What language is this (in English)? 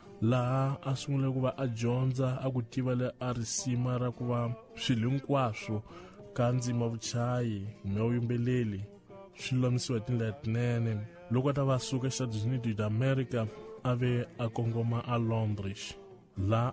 Tsonga